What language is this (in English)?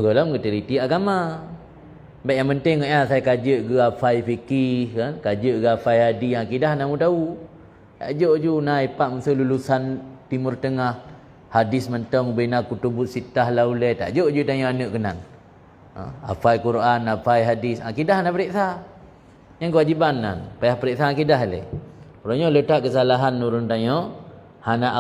Achinese